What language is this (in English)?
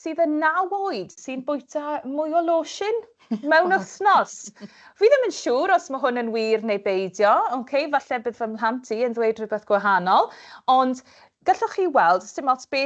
Welsh